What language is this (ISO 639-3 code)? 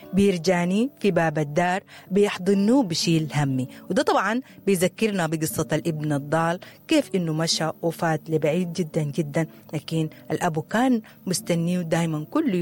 apd